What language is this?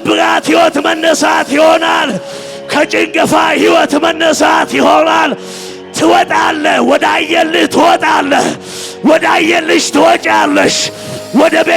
Amharic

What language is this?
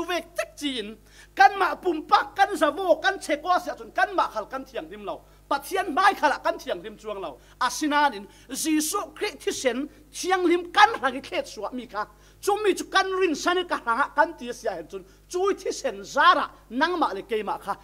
Falam Chin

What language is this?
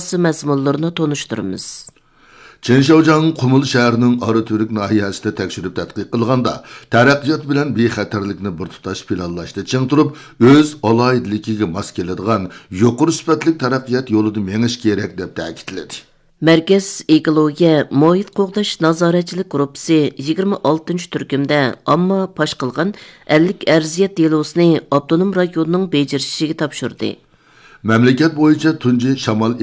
Uyghur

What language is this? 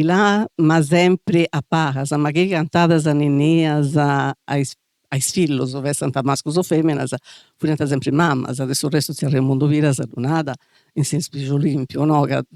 Sardinian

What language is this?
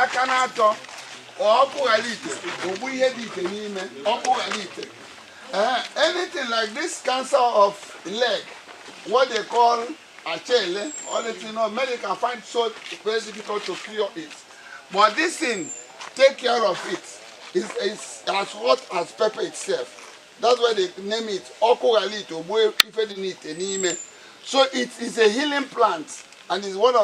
Igbo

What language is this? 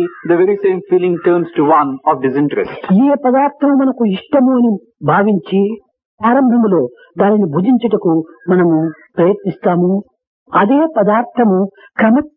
Telugu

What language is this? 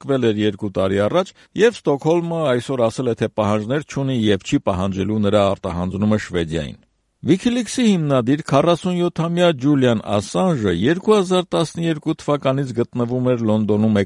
Armenian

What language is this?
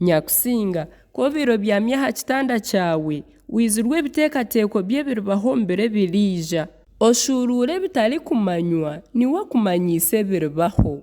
Nyankole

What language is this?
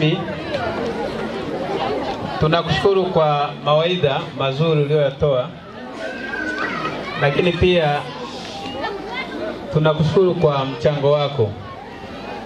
Swahili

